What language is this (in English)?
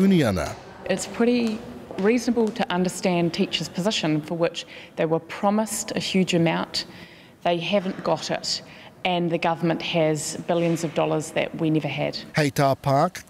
Māori